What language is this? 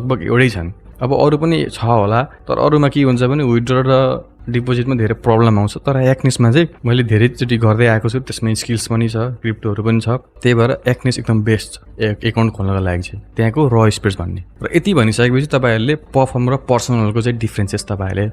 Nepali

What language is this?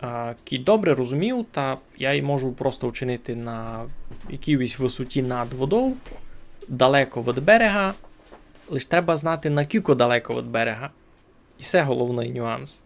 Rusyn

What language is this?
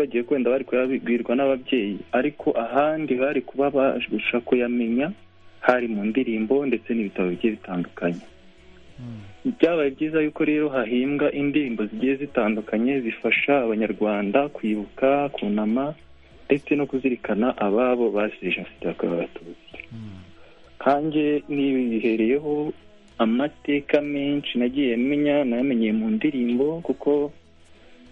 Kinyarwanda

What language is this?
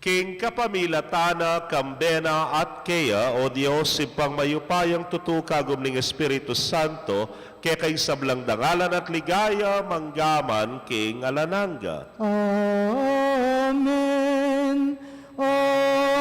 Pampanga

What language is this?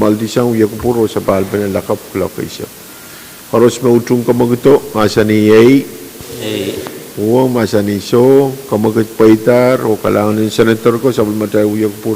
Pohnpeian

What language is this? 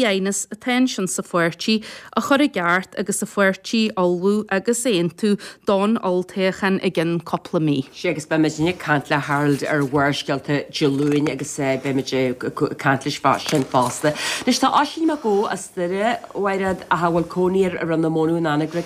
Irish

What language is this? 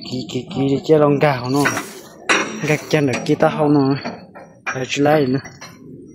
Hmong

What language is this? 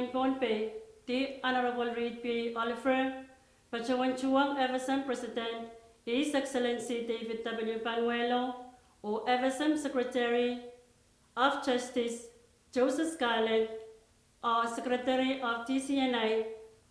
Pohnpeian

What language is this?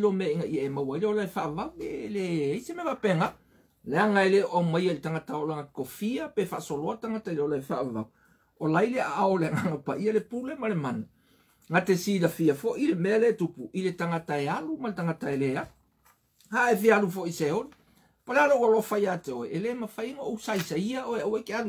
Samoan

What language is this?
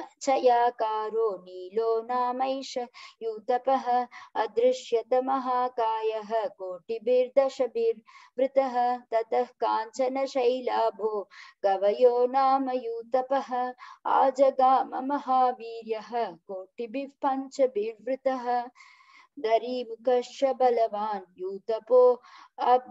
Sanskrit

